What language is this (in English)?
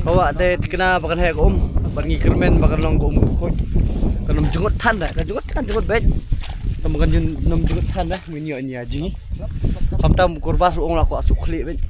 Khasi